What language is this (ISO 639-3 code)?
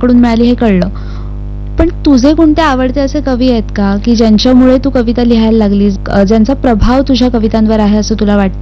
mar